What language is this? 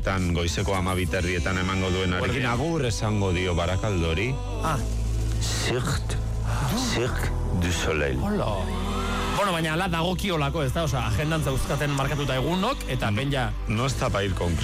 Basque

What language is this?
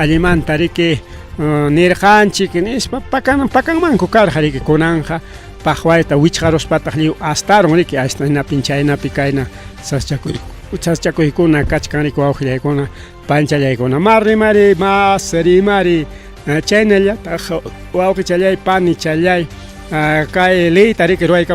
Ayacucho Quechua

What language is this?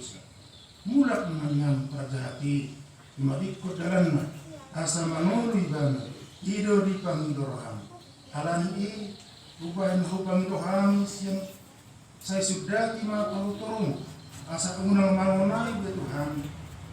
Batak Toba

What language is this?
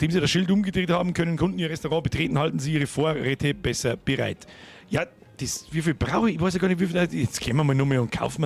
Bavarian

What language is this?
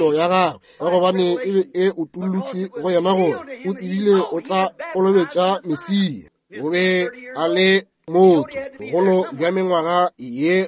Northern Sotho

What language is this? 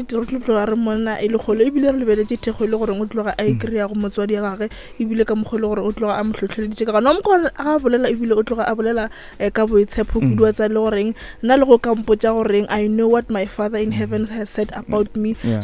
Northern Sotho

